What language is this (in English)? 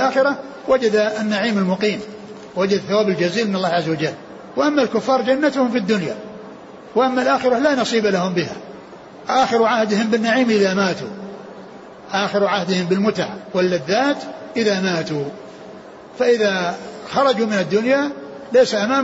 Arabic